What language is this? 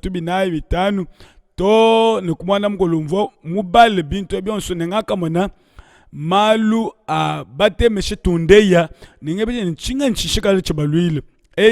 Luba-Lulua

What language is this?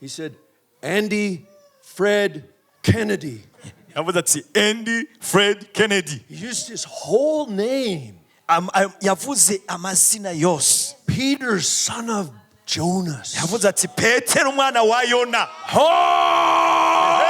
Rundi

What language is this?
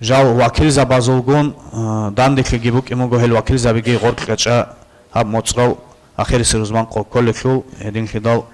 Avaric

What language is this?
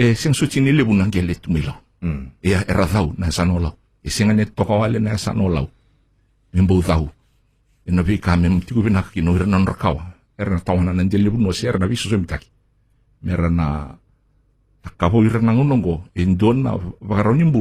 Fijian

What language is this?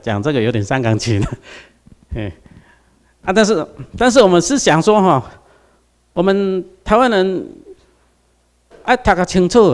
Chinese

